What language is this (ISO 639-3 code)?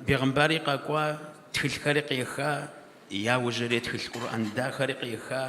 kbd